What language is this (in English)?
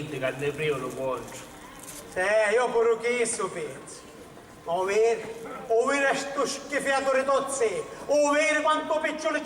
Sicilian